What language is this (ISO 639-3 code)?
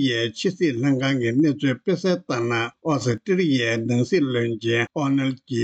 bod